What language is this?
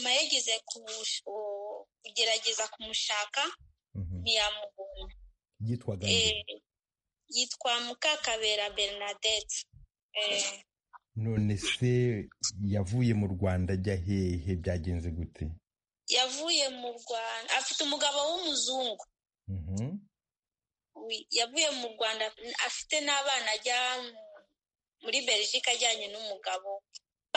Kinyarwanda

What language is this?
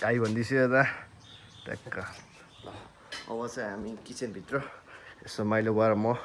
Nepali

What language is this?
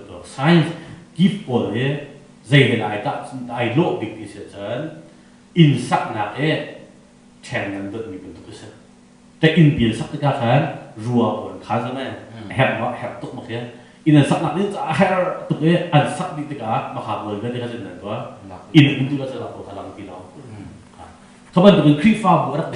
Hakha Chin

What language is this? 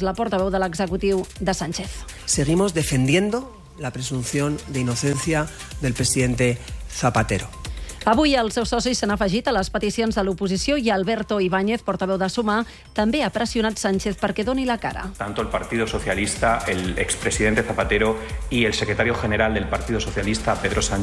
Catalan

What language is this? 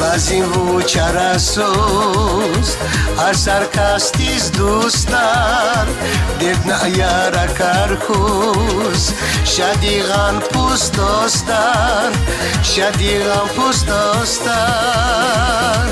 Tabassaran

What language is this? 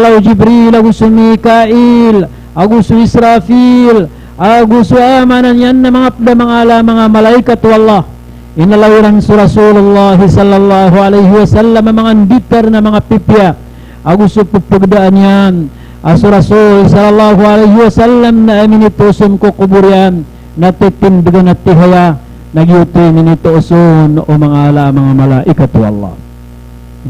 Maranao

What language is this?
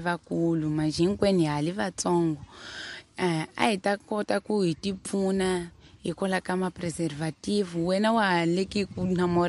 Tsonga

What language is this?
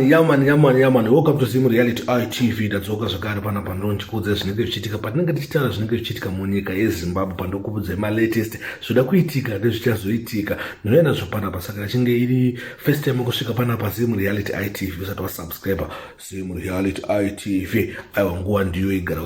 Shona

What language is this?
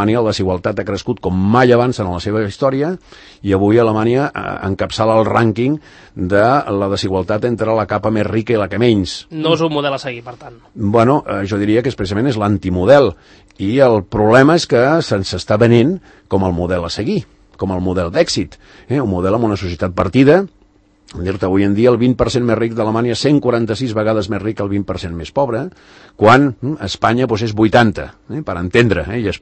Catalan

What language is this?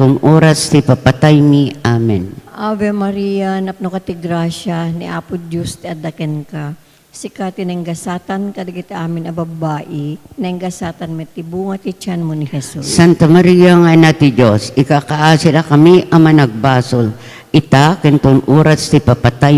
Iloko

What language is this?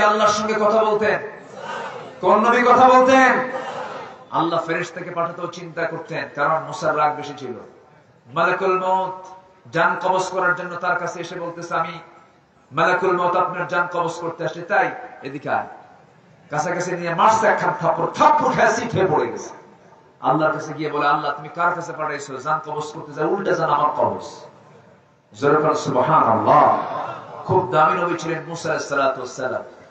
Bangla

